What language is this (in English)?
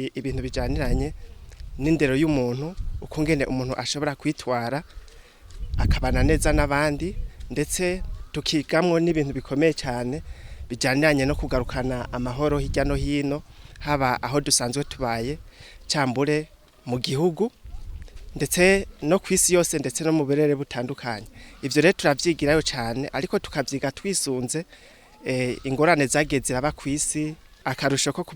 Rundi